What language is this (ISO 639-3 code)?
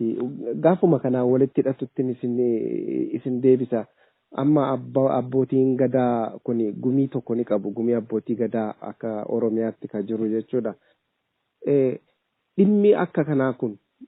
orm